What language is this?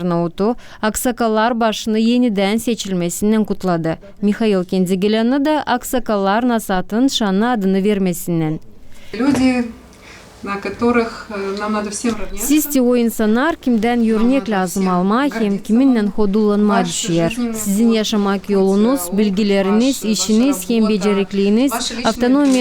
Gagauz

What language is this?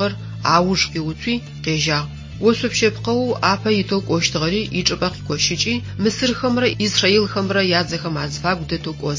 Adyghe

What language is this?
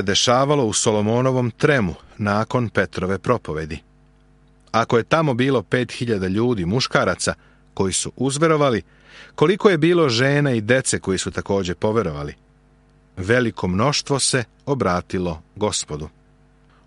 Serbian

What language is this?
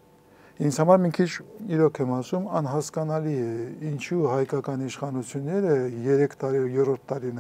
Armenian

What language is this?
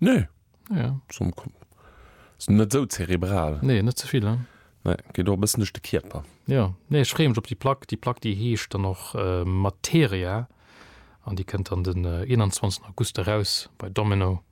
Luxembourgish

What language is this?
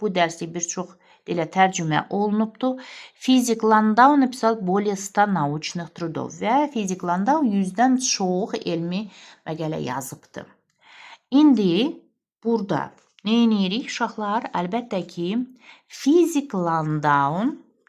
Azerbaijani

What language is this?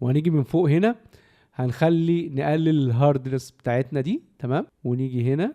Egyptian Arabic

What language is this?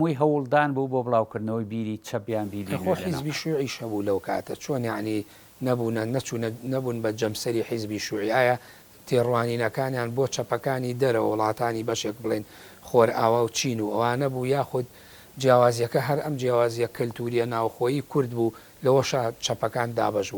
Central Kurdish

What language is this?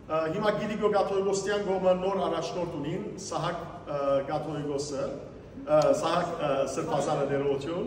Western Armenian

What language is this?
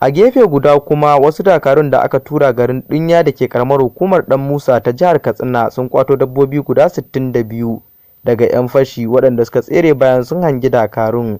Hausa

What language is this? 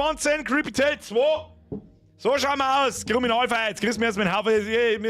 Bavarian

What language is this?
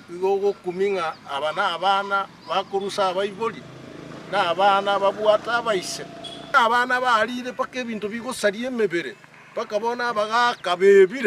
Gusii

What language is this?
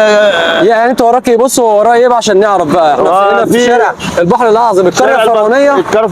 Egyptian Arabic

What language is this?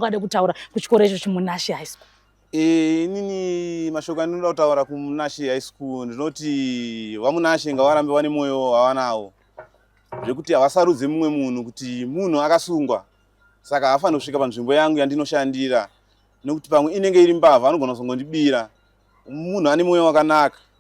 Shona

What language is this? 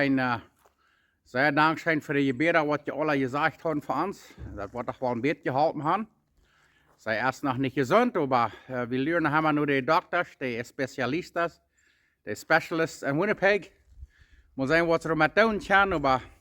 Plautdietsch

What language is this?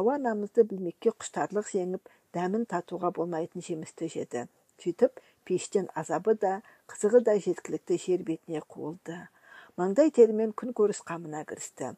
Kazakh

